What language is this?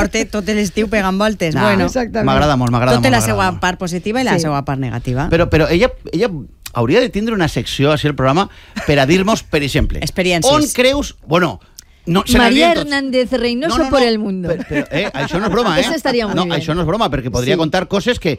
Catalan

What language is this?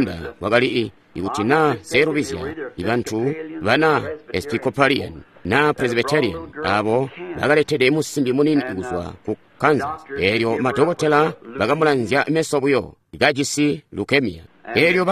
Tonga (Zambia)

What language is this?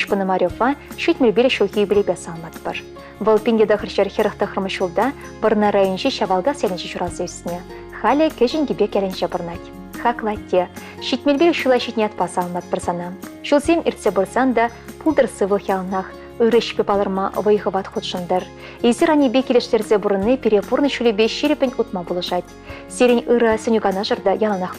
Chuvash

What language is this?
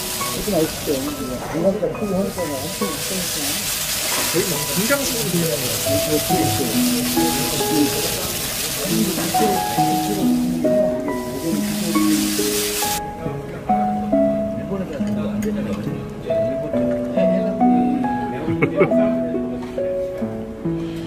Korean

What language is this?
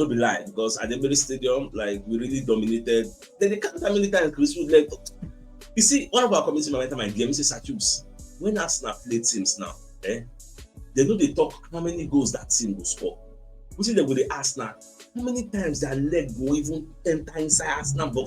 Nigerian Pidgin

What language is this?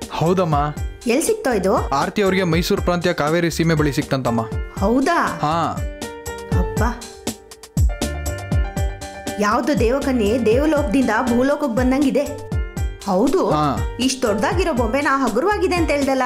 Kannada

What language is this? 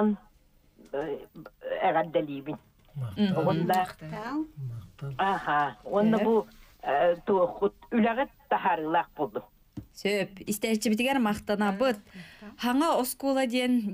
Yakut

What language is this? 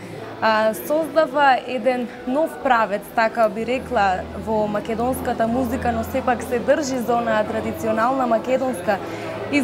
Macedonian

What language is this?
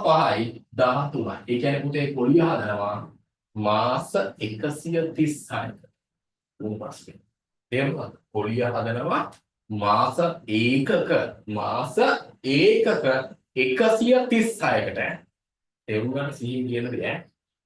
Sinhala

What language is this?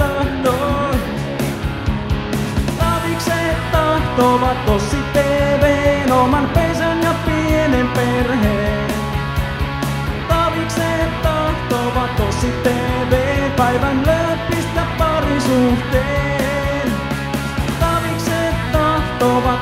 Finnish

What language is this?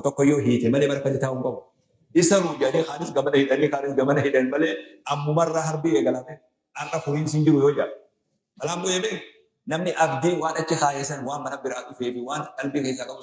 Oromo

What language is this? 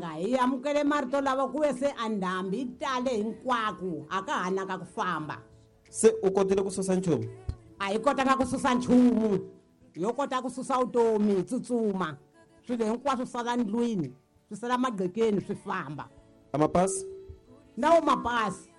Tsonga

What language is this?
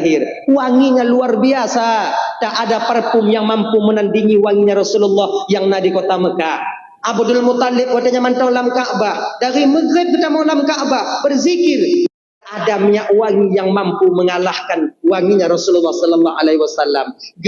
Achinese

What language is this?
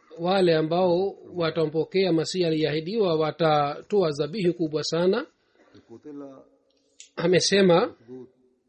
Swahili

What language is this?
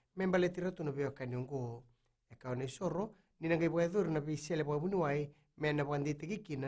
Fijian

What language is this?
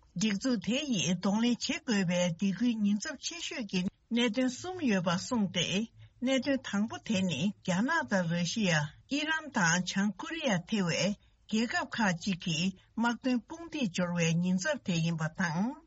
Tibetan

